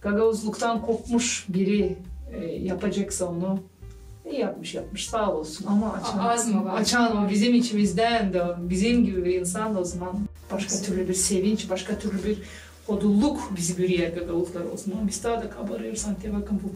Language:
Gagauz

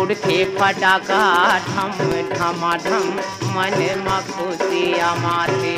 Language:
Chhattisgarhi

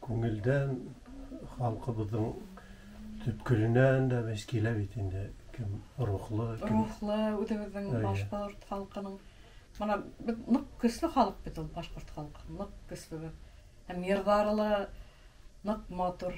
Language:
Bashkir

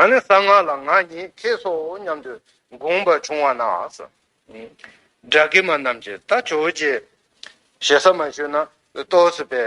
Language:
Tibetan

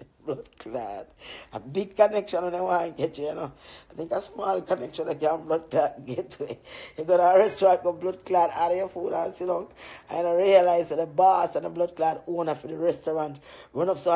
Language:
Jamaican Creole English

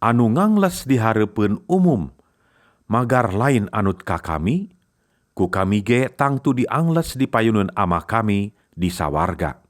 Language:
Sundanese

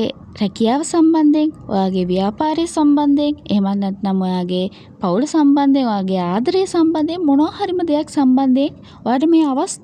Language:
Sinhala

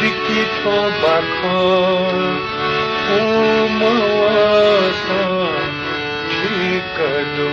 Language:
Newari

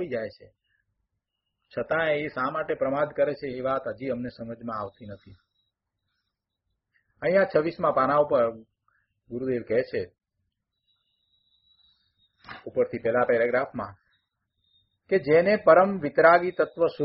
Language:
Gujarati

